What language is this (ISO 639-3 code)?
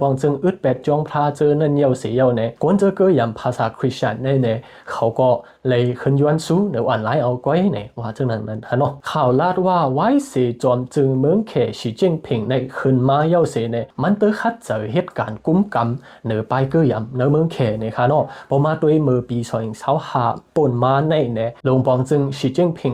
shn